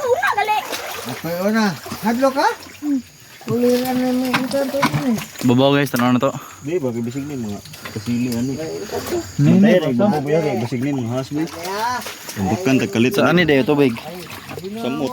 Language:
Cebuano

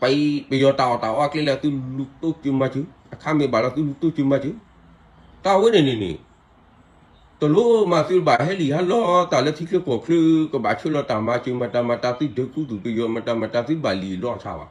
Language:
S'gaw Karen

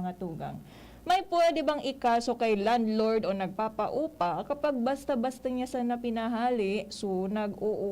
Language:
Bikol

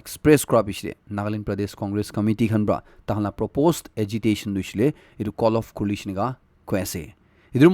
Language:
Naga Pidgin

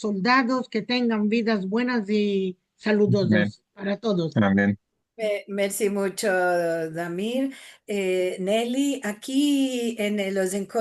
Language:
Ladino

